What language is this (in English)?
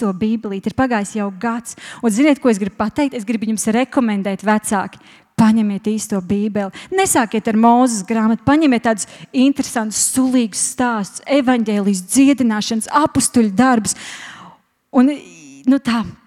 Latvian